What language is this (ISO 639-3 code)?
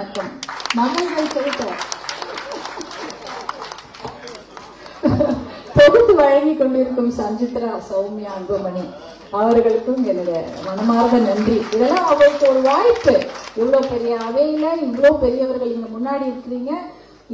tam